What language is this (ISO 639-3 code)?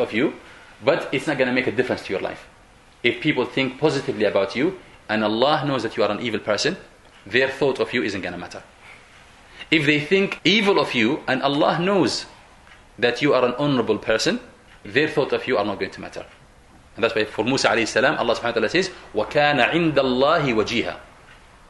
eng